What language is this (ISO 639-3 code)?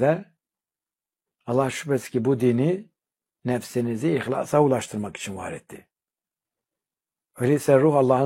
tur